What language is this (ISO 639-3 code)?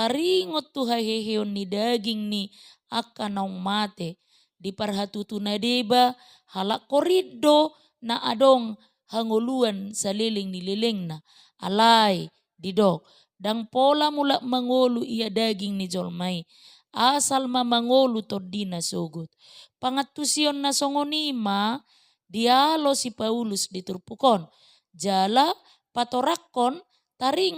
bbc